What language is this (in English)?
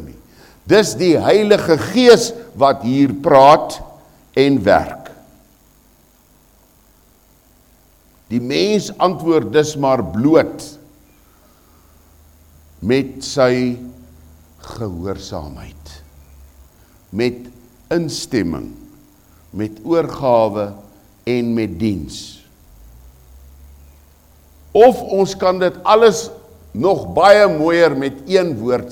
Afrikaans